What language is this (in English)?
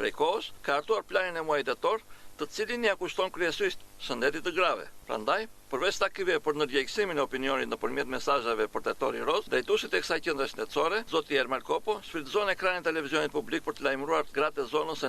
Albanian